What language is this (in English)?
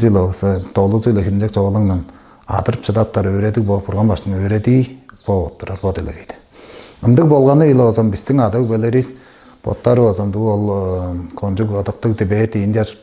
Tuvinian